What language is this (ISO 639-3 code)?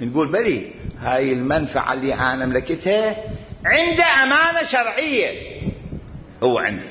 acm